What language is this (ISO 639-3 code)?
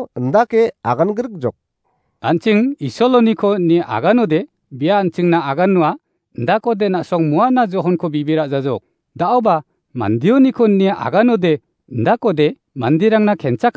grt